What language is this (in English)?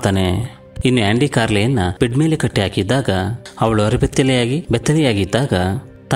Kannada